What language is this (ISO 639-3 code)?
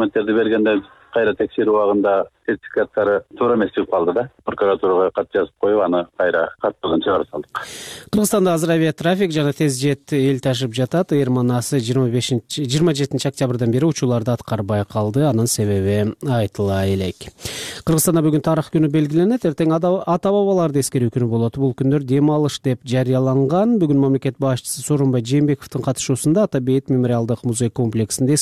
kir